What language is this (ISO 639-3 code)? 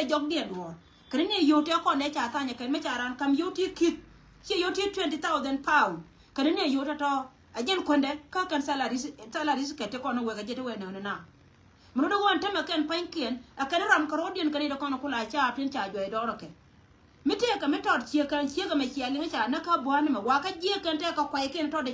nus